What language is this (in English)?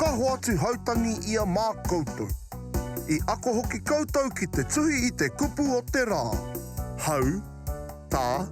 Māori